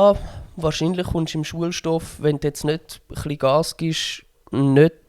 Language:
Swiss German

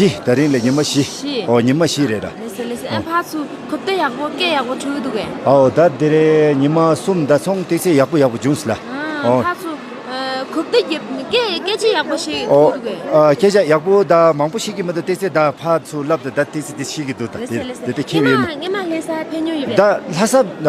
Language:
Tibetan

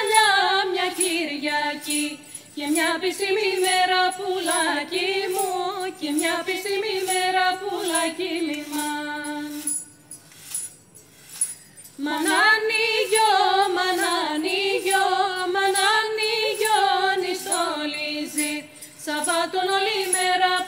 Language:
Greek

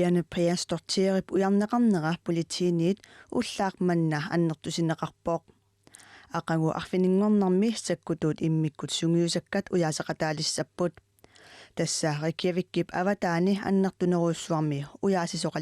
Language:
Kalaallisut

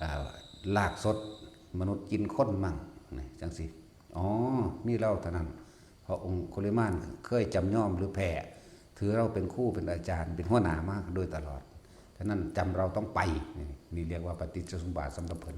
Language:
Northeastern Thai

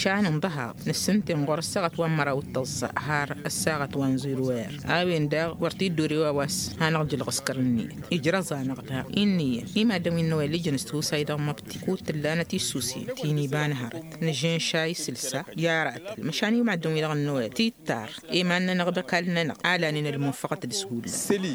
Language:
Tamasheq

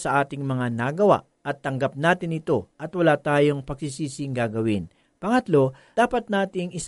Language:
Filipino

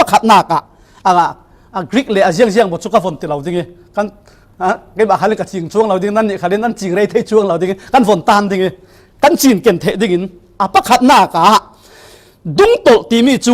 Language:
Falam Chin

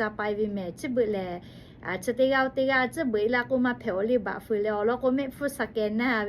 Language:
Lahu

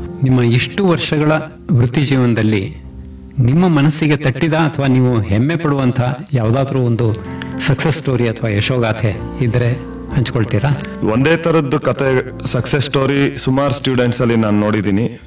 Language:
Kannada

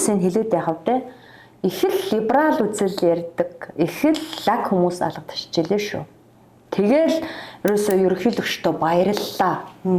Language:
Mongolian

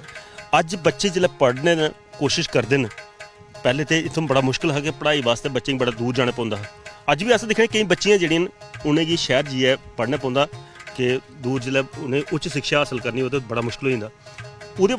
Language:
Dogri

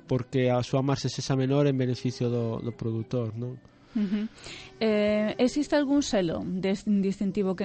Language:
Galician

